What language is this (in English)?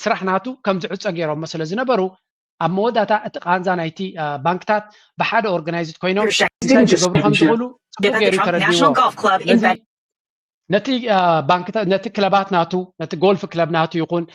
Tigrinya